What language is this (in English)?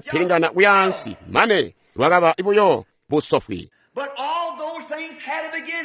Tonga (Zambia)